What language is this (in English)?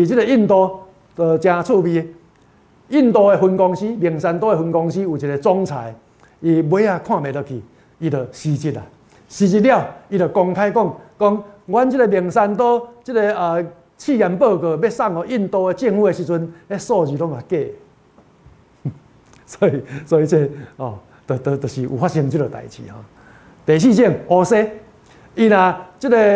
Min Nan Chinese